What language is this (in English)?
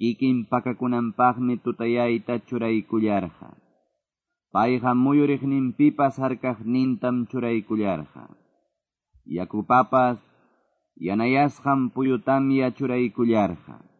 Quechua